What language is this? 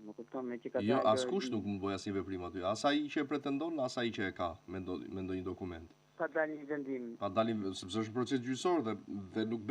Albanian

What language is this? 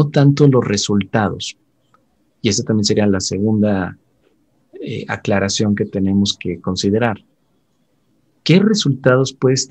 Spanish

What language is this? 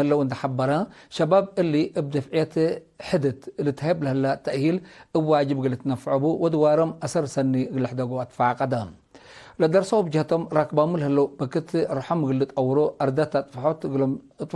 Tigre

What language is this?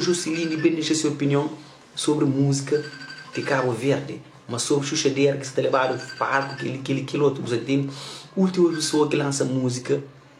Kabuverdianu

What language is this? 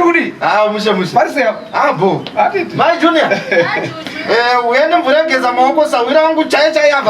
Shona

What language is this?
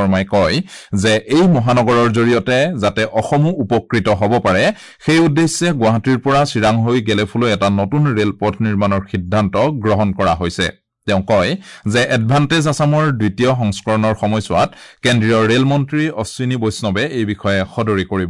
Assamese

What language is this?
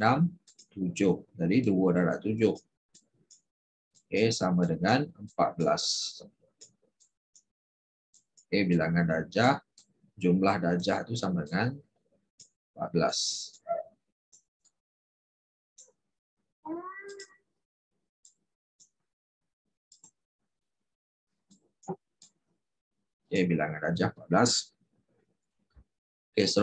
Malay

